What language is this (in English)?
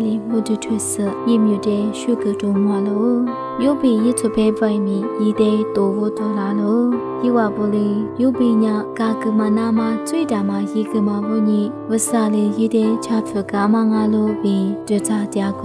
Lisu